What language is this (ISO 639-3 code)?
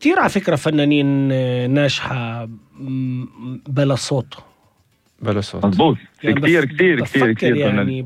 apc